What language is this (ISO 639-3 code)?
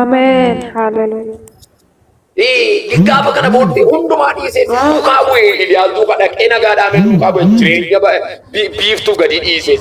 orm